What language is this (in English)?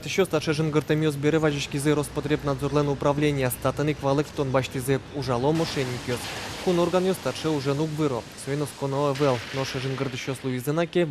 Udmurt